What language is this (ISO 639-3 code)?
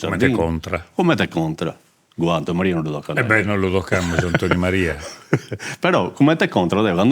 srd